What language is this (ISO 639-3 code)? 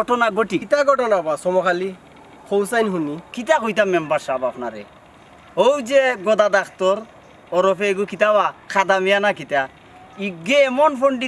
syl